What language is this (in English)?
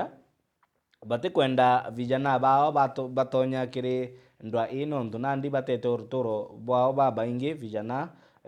Meru